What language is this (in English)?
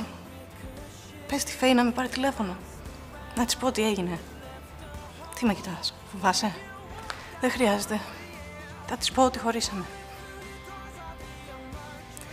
Greek